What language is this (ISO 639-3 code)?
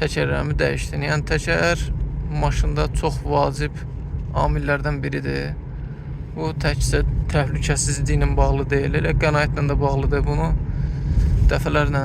aze